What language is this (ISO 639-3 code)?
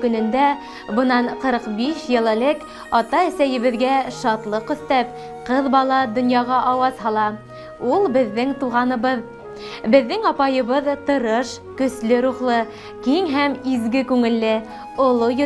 bak